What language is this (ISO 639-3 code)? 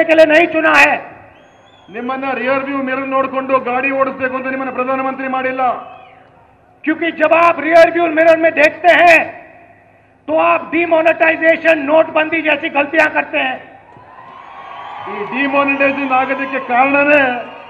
kan